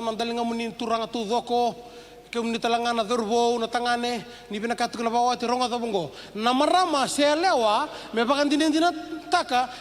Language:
Fijian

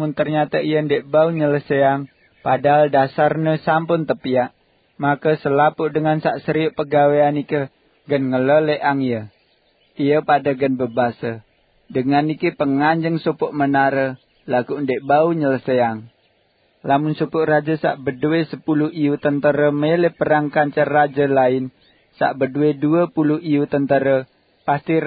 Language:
Sasak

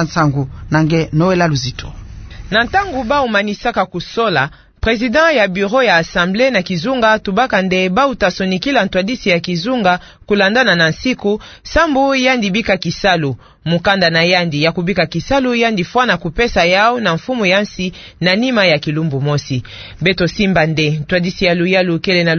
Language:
Kituba (Democratic Republic of Congo)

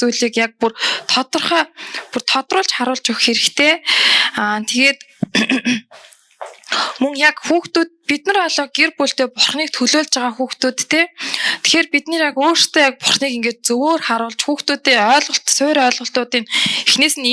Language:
Mongolian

